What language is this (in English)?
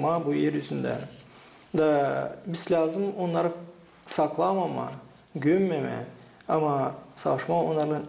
Gagauz